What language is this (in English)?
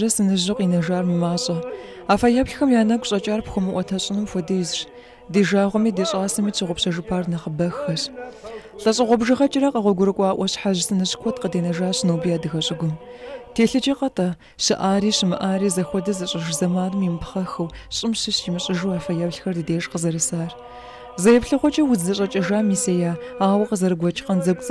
Kabardian